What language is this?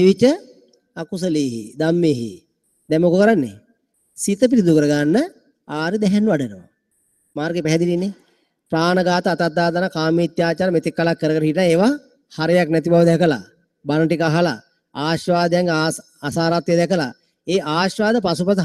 Sinhala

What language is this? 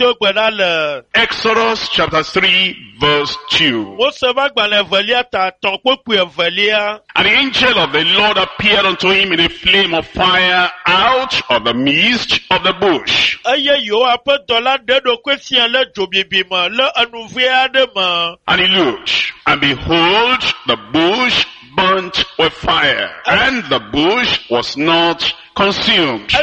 Ewe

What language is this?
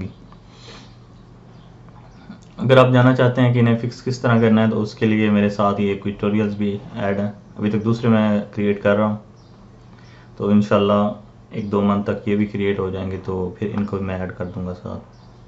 Hindi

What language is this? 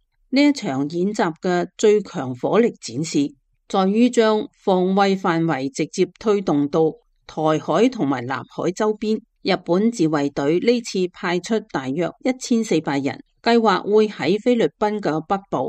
Cantonese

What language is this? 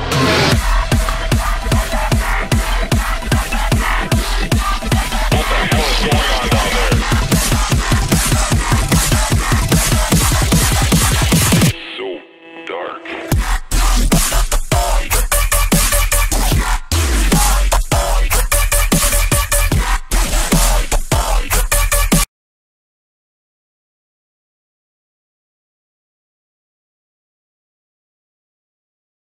English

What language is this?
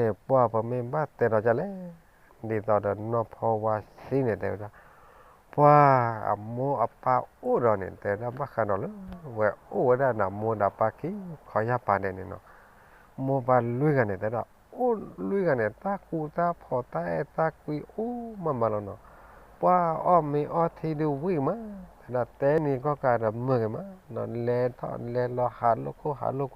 S'gaw Karen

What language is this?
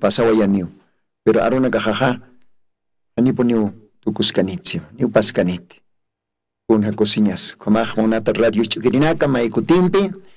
Aymara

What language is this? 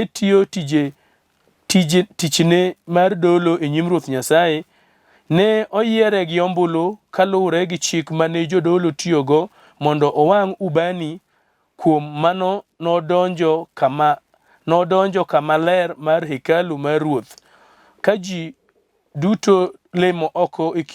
Luo (Kenya and Tanzania)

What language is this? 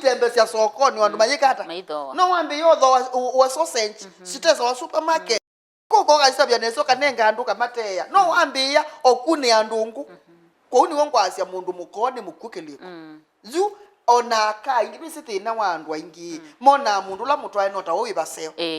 Kamba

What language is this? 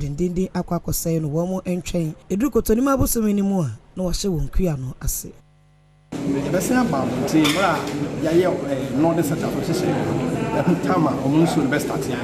Akan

